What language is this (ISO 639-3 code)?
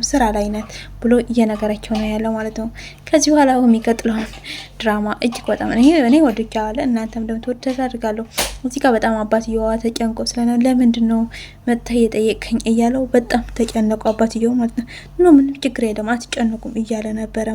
amh